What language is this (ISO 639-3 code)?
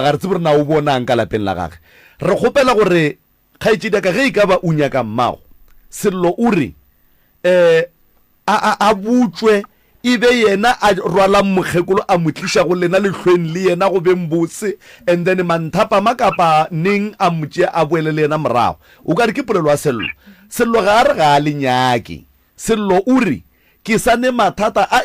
nso